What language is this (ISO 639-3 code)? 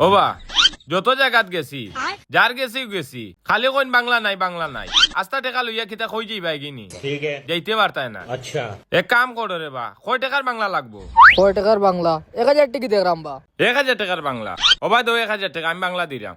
syl